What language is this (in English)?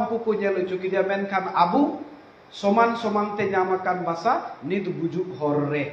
Santali